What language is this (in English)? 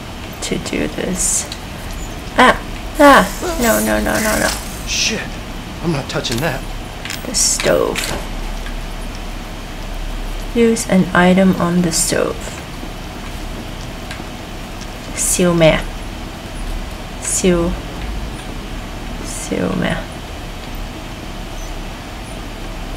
English